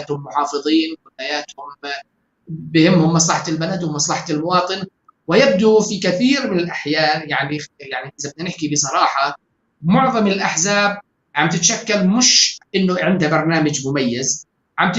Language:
North Levantine Arabic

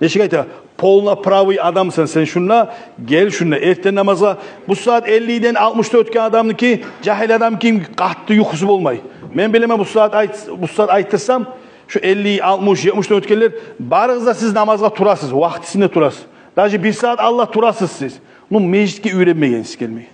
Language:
Kumyk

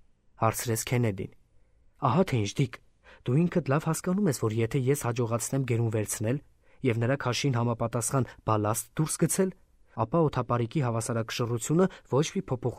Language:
Armenian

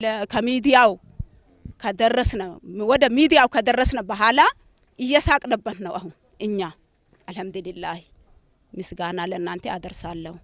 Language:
Amharic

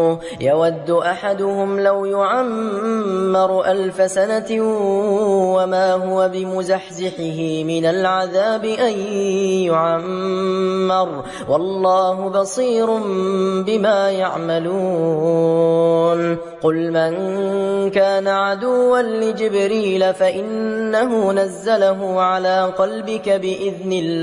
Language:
Arabic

